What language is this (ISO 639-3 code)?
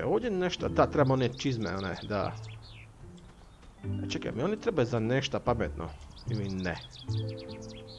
hrv